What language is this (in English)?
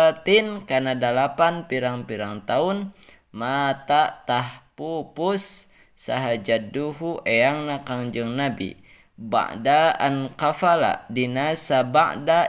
Sundanese